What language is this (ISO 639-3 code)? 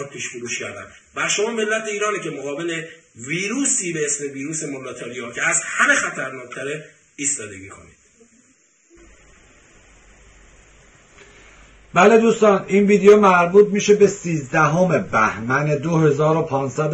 fas